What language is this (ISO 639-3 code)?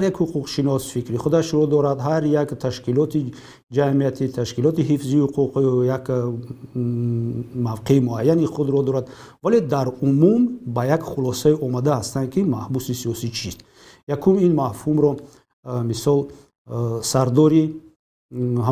tgk